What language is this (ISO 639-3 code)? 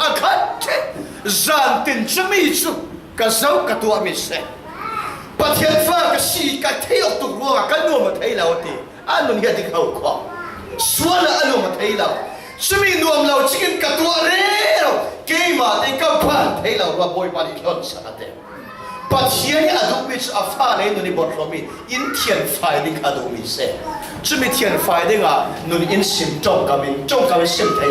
cfm